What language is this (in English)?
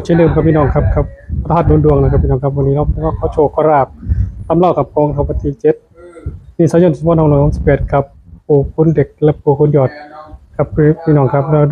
Northeastern Thai